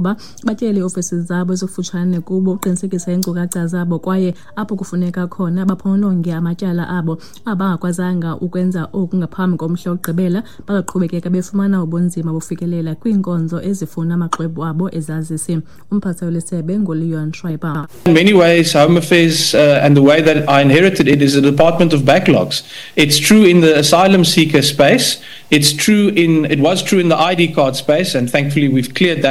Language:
Xhosa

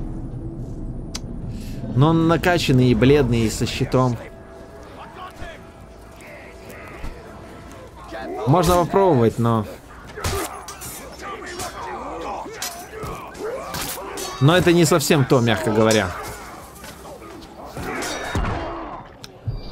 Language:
Russian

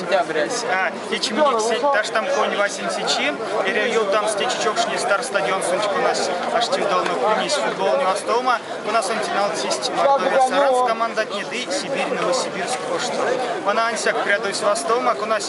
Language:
Erzya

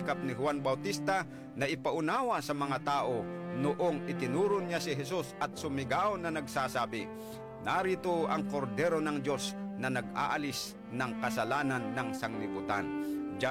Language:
Filipino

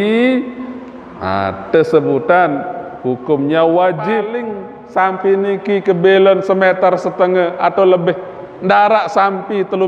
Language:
Sasak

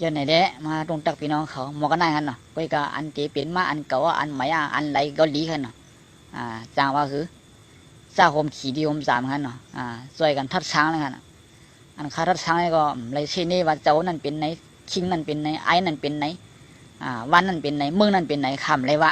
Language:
Shan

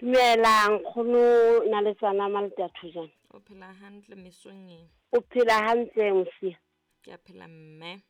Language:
Southern Sotho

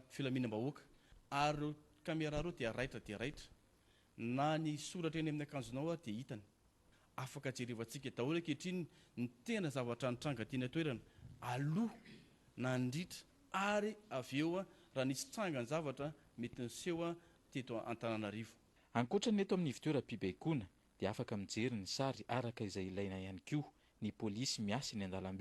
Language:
Malagasy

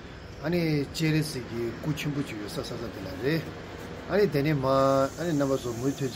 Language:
Tibetan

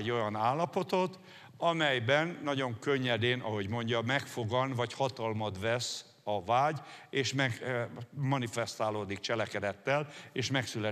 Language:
Hungarian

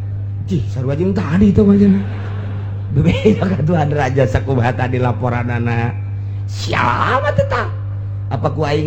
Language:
Sundanese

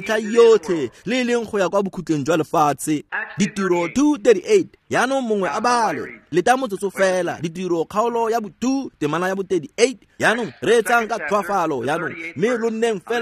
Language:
Tswana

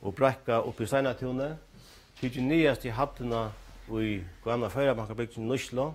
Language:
Faroese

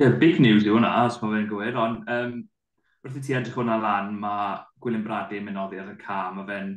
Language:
Welsh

